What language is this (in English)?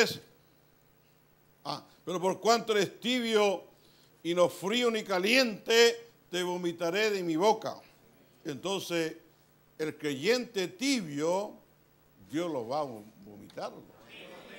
Spanish